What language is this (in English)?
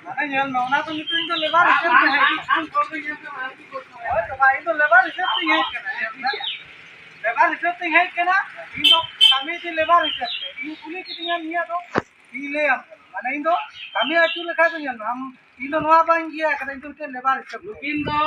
Santali